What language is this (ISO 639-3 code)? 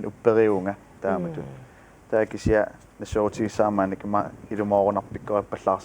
kal